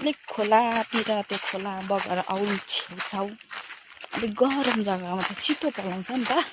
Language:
Nepali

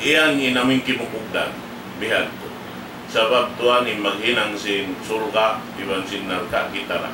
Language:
Tausug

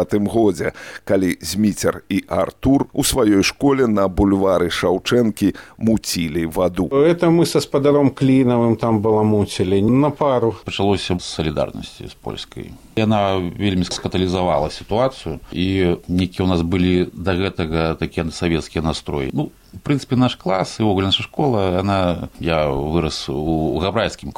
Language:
Belarusian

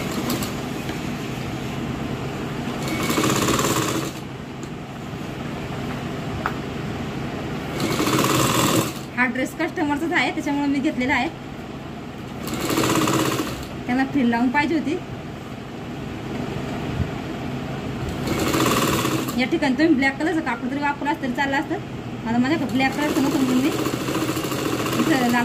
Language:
Marathi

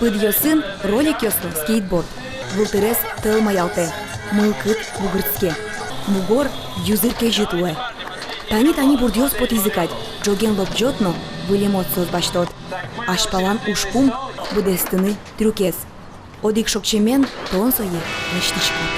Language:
Udmurt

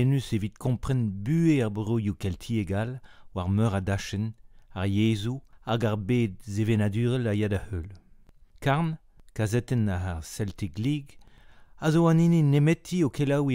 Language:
Breton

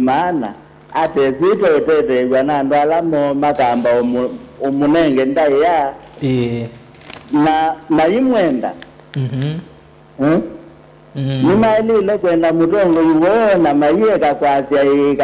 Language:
Kamba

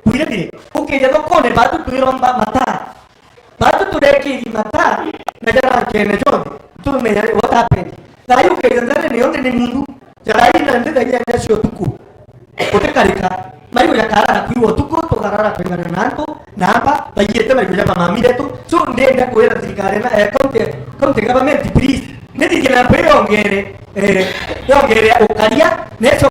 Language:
Meru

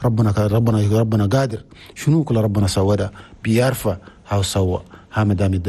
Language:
Chadian Arabic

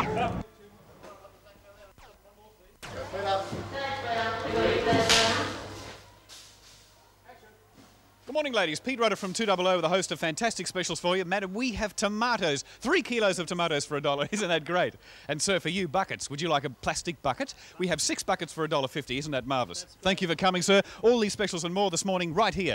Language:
English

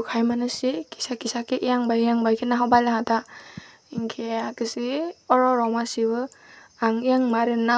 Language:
Kok Borok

